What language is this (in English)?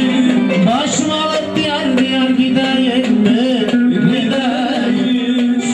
Turkish